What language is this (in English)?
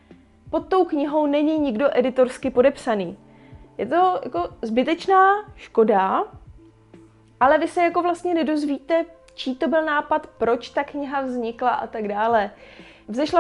Czech